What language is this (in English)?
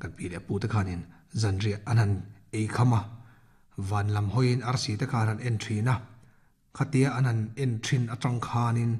Mizo